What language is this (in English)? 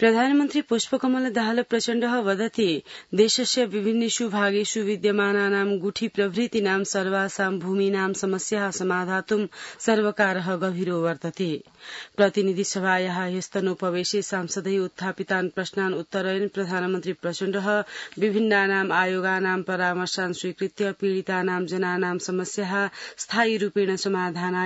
Sanskrit